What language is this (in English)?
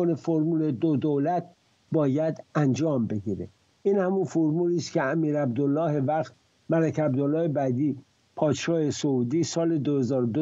Persian